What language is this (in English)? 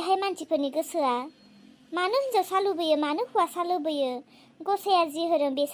Bodo